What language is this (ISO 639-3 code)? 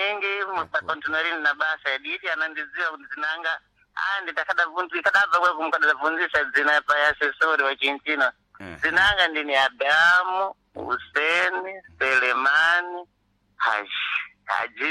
seh